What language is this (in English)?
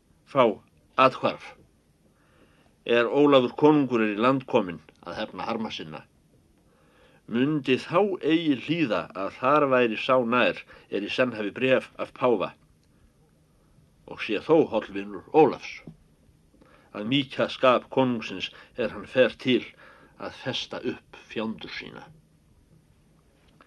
Icelandic